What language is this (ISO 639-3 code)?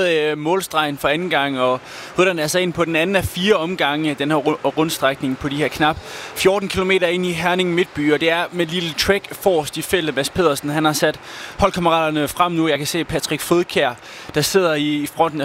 dan